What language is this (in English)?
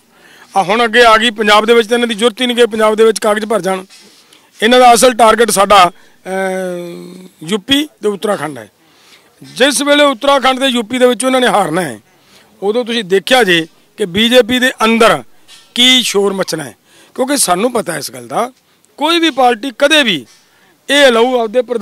Punjabi